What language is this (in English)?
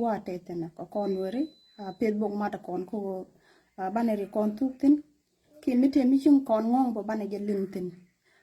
Nuer